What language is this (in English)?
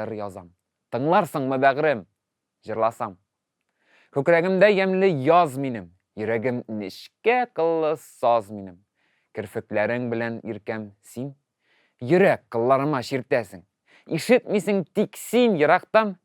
Tatar